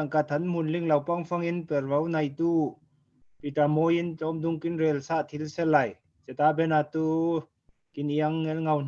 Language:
Falam Chin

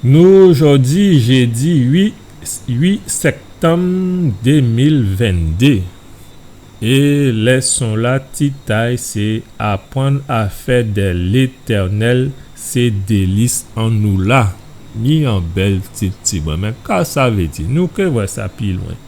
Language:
Guadeloupean Creole French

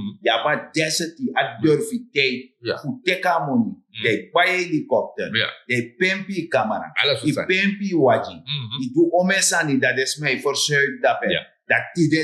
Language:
Sranan Tongo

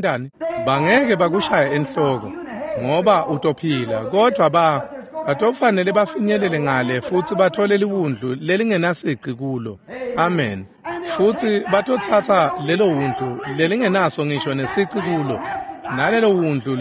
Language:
Swati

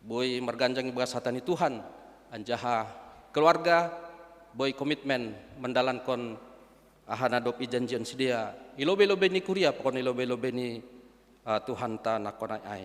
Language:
Batak Simalungun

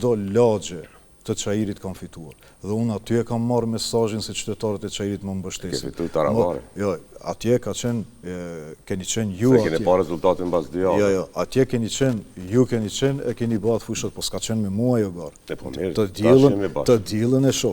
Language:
Albanian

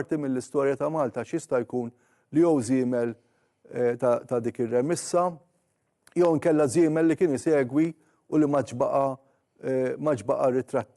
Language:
Maltese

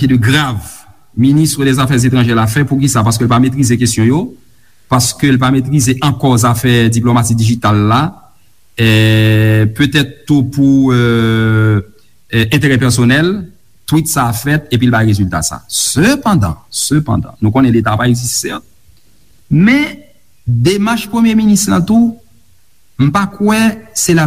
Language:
Haitian Creole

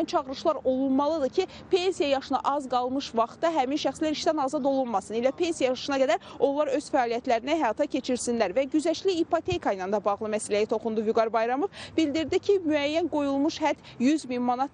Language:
Azerbaijani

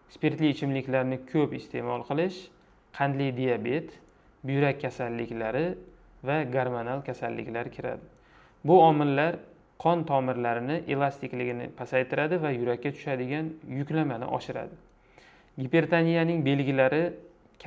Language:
Uzbek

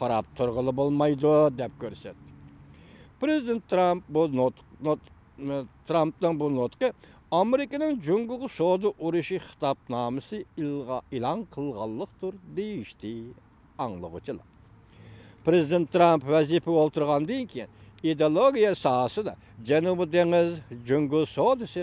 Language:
Uyghur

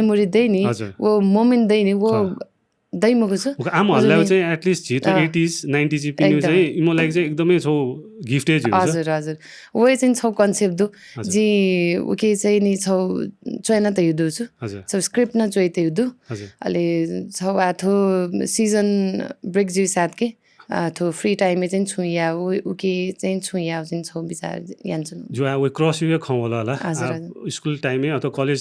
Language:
Newari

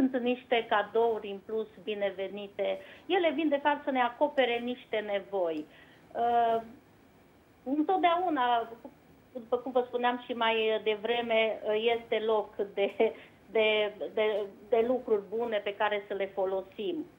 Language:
Romanian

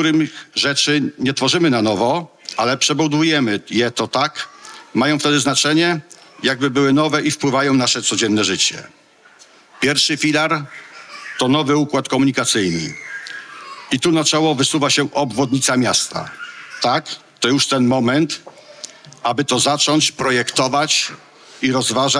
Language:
Polish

